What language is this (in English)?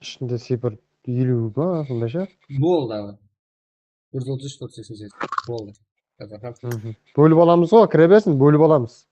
Kara-Kalpak